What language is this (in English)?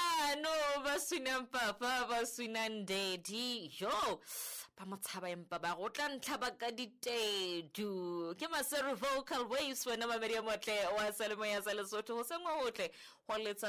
Southern Sotho